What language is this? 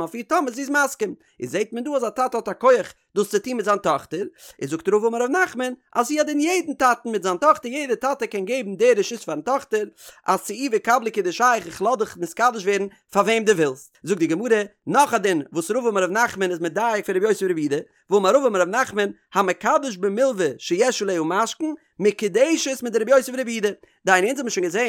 Yiddish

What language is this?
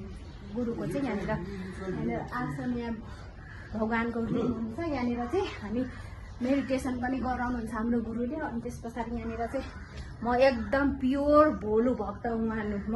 Nepali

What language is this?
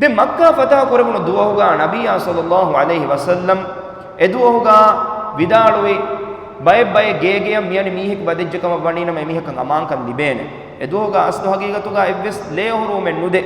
Divehi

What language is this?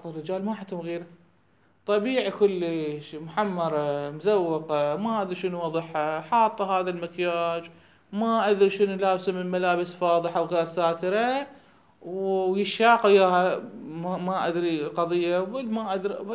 Mesopotamian Arabic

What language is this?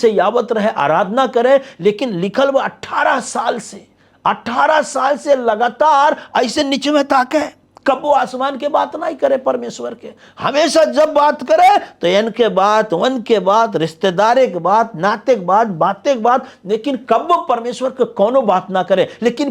Bhojpuri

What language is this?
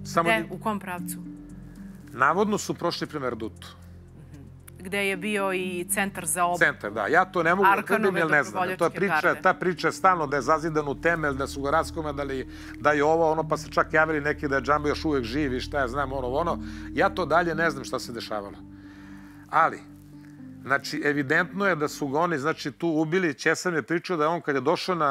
Serbian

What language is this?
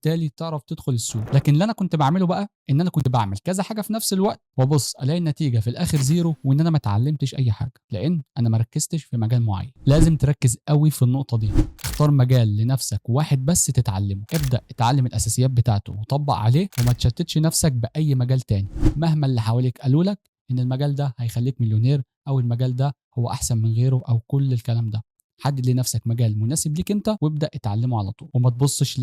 Egyptian Arabic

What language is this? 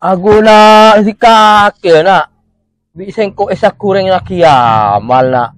Madurese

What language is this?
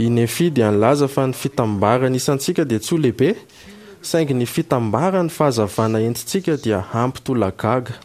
Malagasy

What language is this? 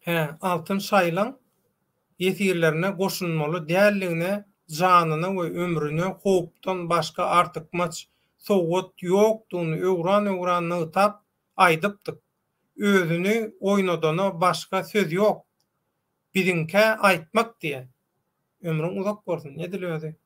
Turkmen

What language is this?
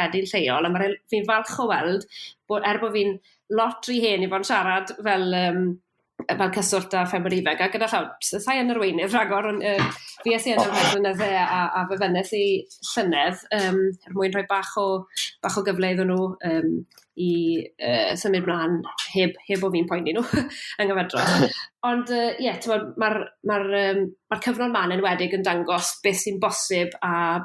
Welsh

